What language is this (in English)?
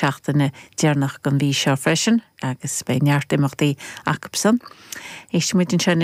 Irish